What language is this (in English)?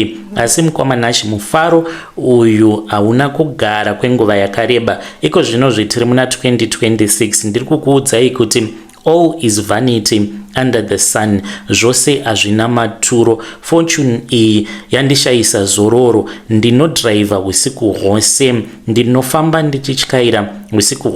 Shona